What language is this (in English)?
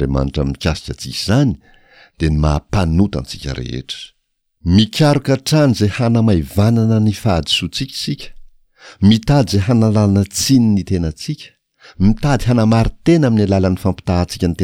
Malagasy